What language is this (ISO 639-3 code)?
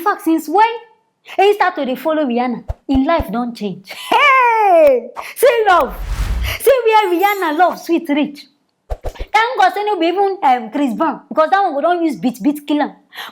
pcm